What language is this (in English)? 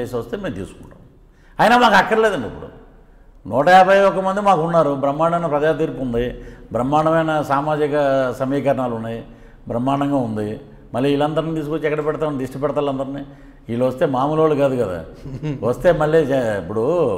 Telugu